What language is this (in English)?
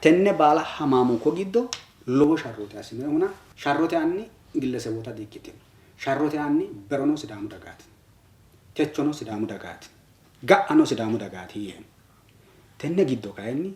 Sidamo